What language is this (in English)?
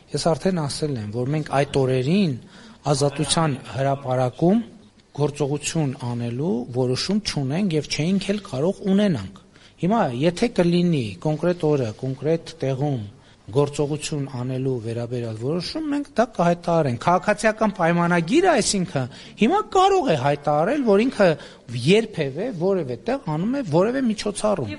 Armenian